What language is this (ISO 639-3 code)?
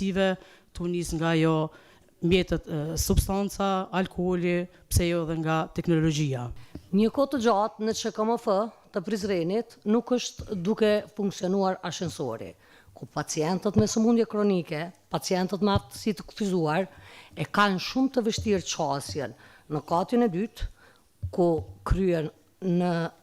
sqi